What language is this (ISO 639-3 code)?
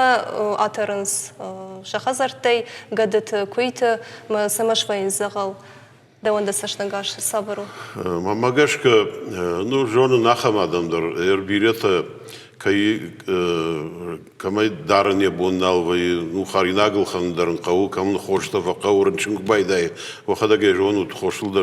oss